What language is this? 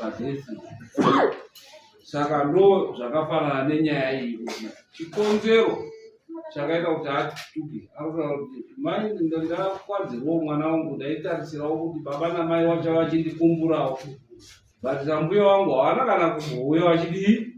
Shona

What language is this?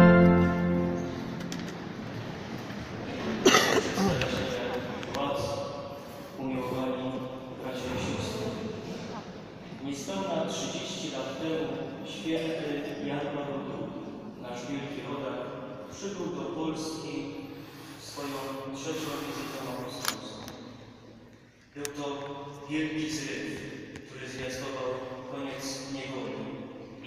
Polish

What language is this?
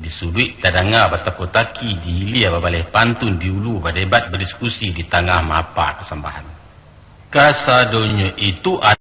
Minangkabau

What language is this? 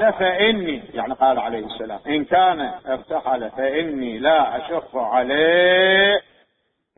Mesopotamian Arabic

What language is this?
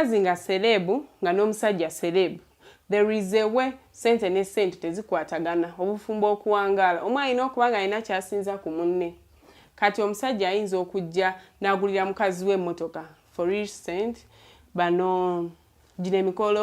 Ganda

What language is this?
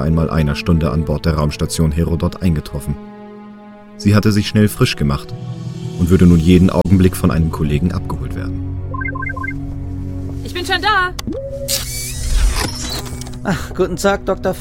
German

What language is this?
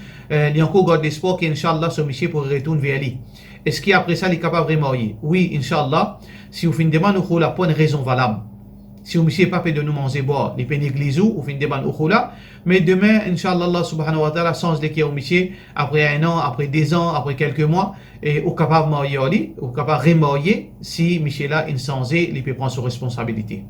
Morisyen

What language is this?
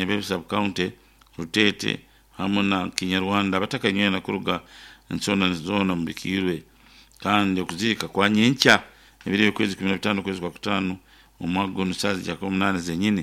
Nyankole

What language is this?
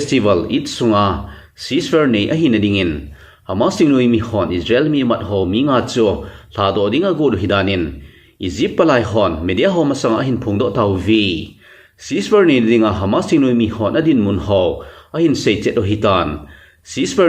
Thado Chin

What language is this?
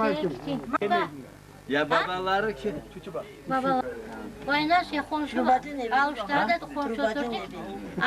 Crimean Tatar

